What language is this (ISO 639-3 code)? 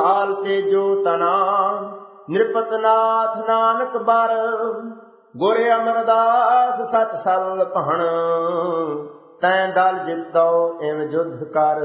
pan